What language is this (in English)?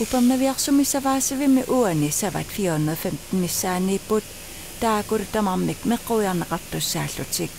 Kalaallisut